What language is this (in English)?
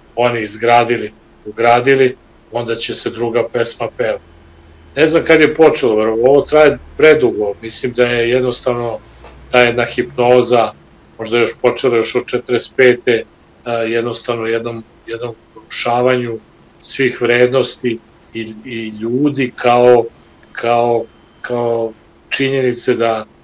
Serbian